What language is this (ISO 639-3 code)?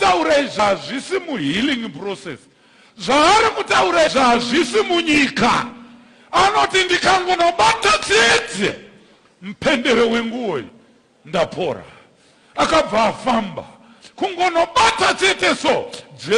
sna